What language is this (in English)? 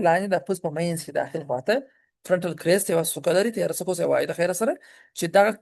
Pashto